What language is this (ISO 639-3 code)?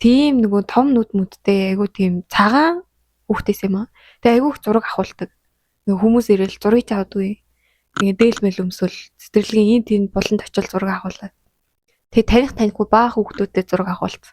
mon